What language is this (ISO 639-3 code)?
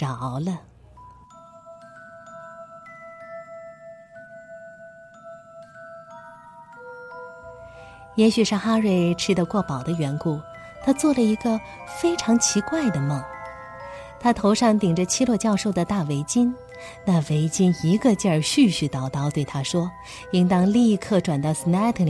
zho